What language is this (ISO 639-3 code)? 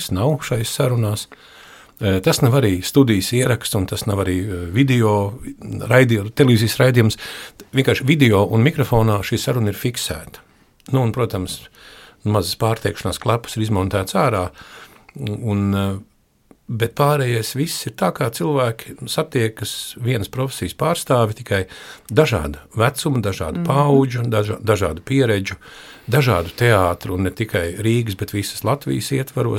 lav